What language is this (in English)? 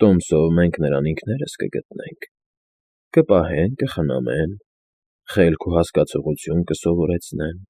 Armenian